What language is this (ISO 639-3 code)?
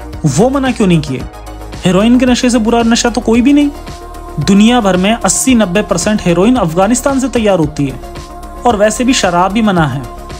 hin